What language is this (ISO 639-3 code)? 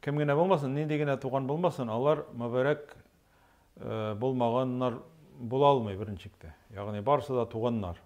tat